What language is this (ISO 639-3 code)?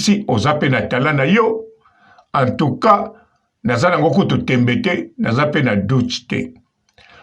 lin